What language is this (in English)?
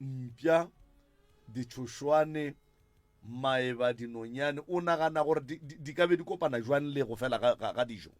Northern Sotho